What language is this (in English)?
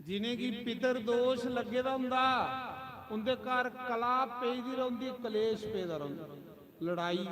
Dogri